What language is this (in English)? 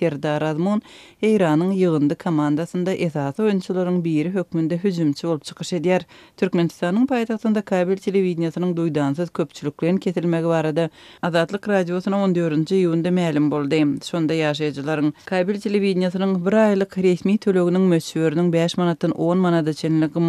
Turkmen